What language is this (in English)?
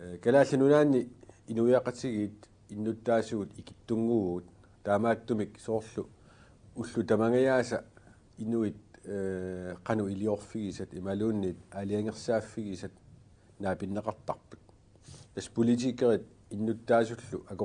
Kalaallisut